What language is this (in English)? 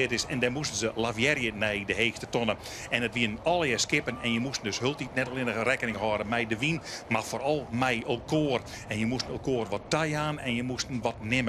Western Frisian